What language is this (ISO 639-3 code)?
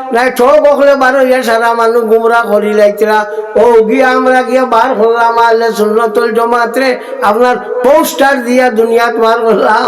syl